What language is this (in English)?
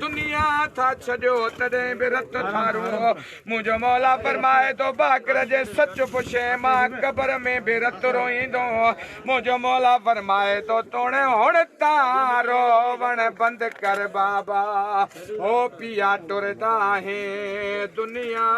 Sindhi